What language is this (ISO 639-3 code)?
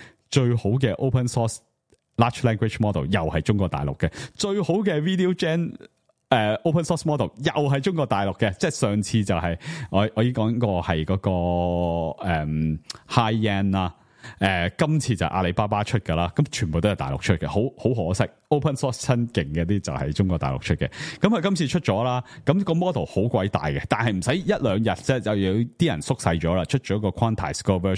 yue